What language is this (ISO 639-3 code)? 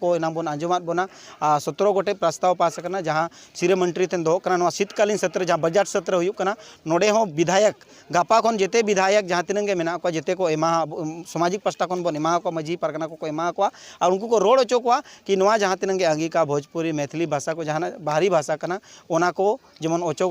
sat